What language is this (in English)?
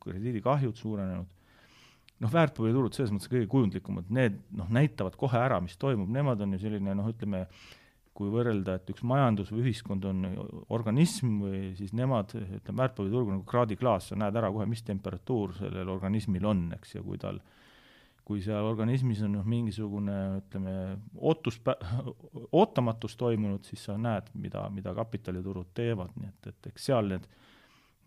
Estonian